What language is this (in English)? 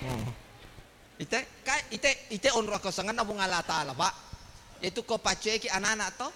Buginese